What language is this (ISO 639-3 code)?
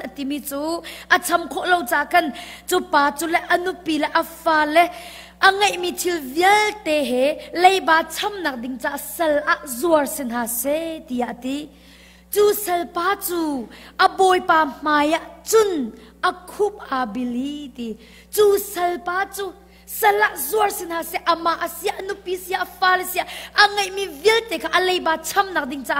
cnh